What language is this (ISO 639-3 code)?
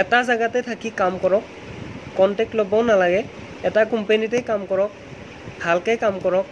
asm